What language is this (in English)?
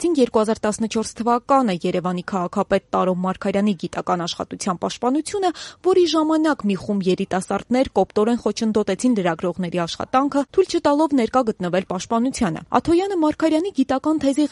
Armenian